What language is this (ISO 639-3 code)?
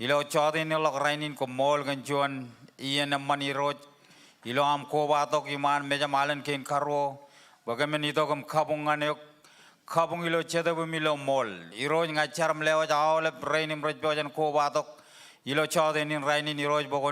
mah